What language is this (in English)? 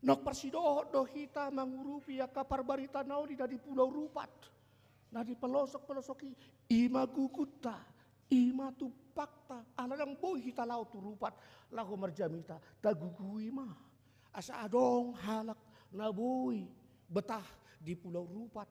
Batak Toba